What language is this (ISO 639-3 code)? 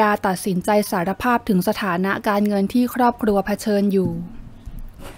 tha